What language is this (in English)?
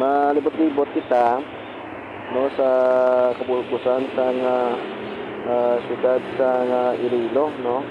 Hiligaynon